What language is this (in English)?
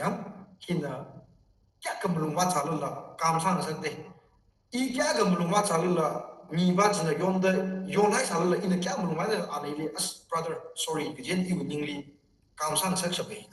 Tangkhul Naga (India)